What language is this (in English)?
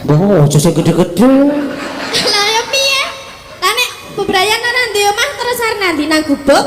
Javanese